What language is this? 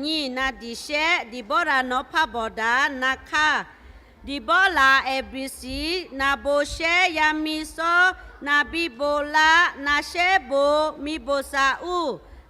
Lahu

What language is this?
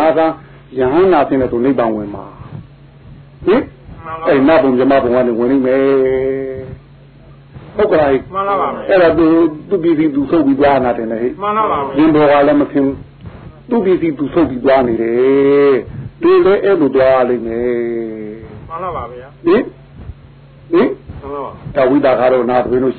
Burmese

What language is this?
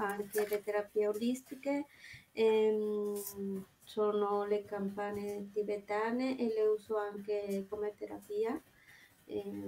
Italian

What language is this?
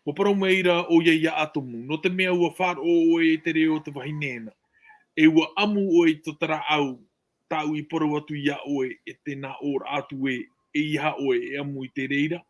Tahitian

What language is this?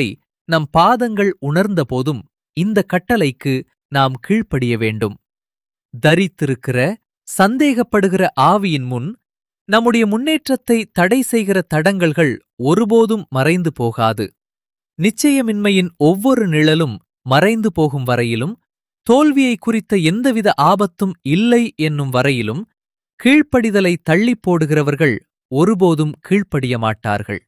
Tamil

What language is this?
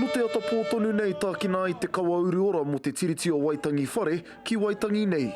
Māori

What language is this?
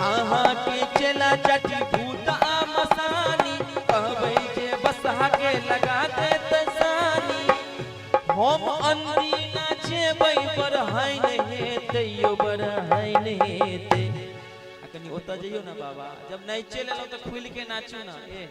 Maithili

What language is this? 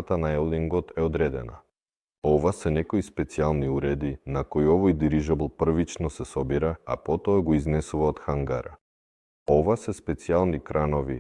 Macedonian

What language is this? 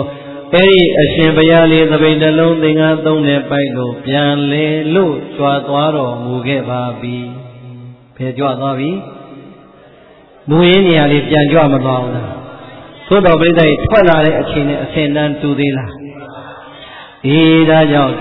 Burmese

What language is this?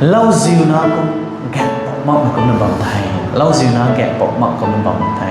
Rongmei Naga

